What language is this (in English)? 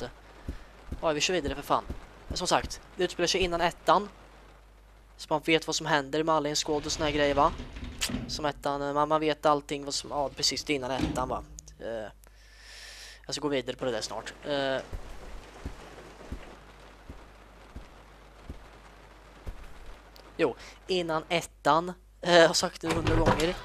Swedish